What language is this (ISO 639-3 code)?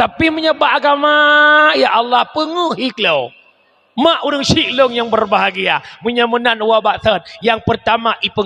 ace